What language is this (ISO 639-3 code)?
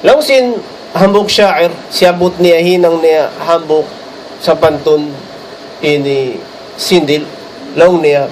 tsg